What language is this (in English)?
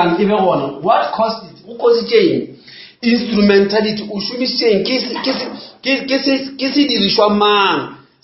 Northern Sotho